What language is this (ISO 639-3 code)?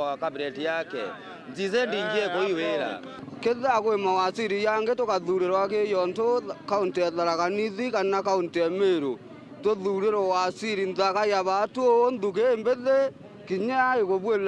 mer